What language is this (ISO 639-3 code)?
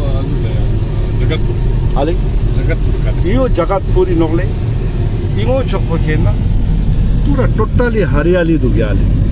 lbj